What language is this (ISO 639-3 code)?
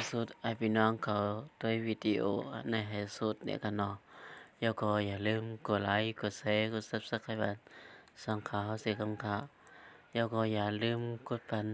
shn